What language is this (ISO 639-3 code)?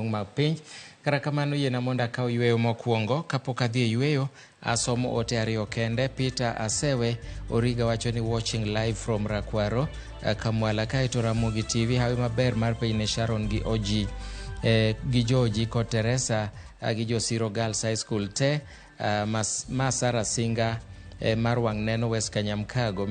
luo